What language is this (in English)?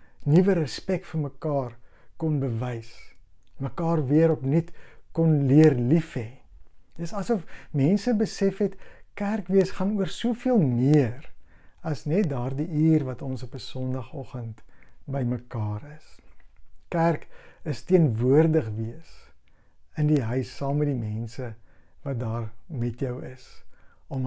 Afrikaans